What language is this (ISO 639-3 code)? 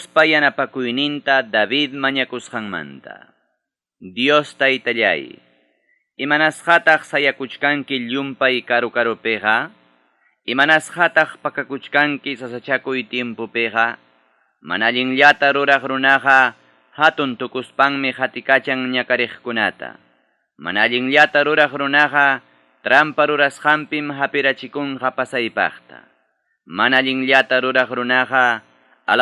quy